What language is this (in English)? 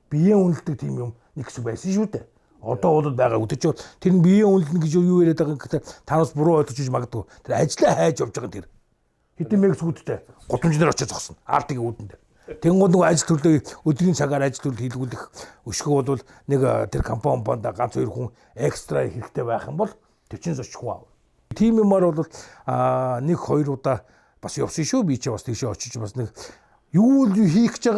Mongolian